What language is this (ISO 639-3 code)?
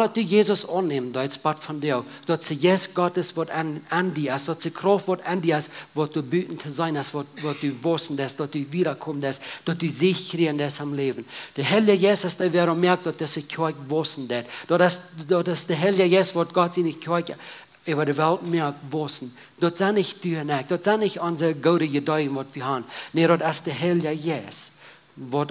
pdt